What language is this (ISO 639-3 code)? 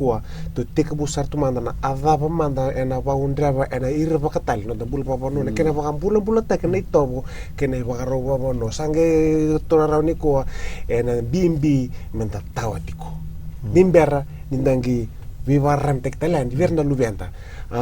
fij